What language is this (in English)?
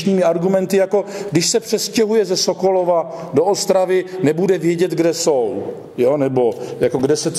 Czech